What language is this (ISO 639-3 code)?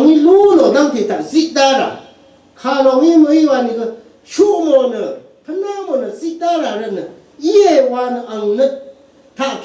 raw